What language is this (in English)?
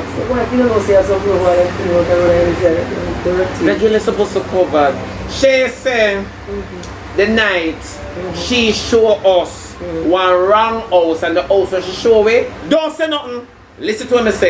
Jamaican Creole English